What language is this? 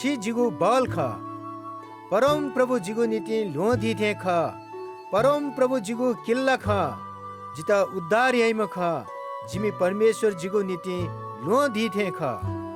Newari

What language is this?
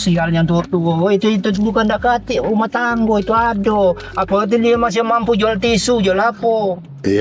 Musi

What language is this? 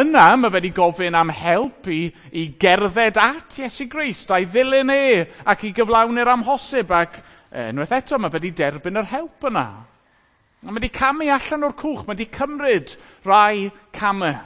Welsh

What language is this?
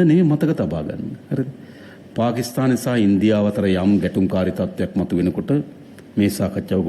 Sinhala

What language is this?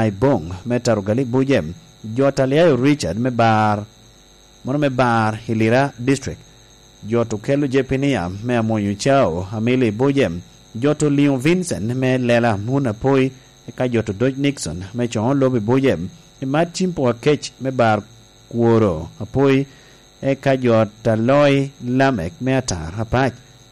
Lango (Uganda)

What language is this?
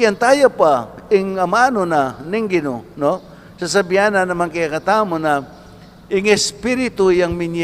Pampanga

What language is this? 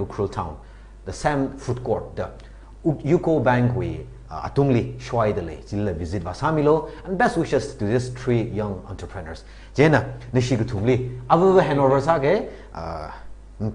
Tangkhul Naga (India)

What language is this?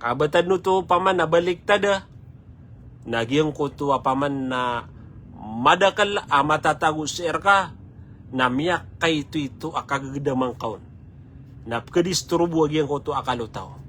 Maranao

